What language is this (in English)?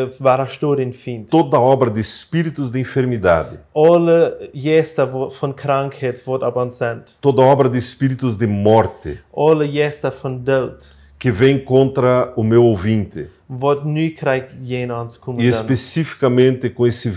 Plautdietsch